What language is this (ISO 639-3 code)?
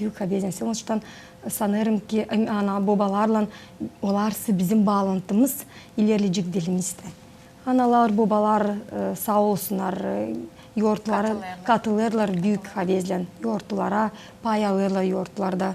gag